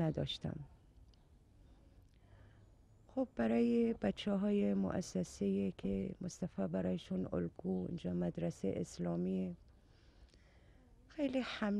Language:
Persian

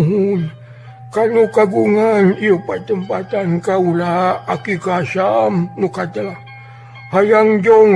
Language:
Sundanese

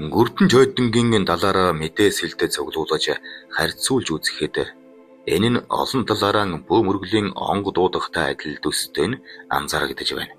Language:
Mongolian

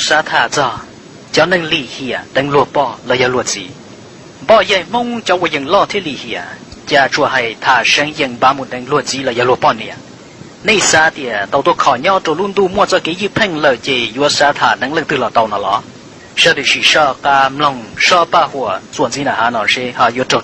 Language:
Hmong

